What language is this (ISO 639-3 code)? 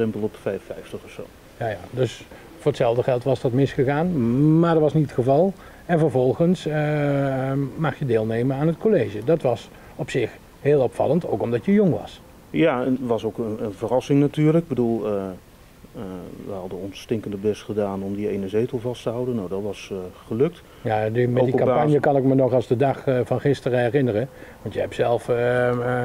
nld